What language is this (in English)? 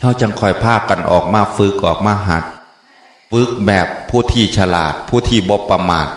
Northeastern Thai